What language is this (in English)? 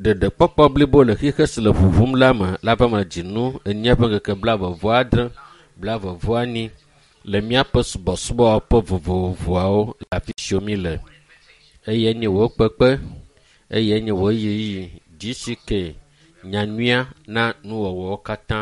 Ewe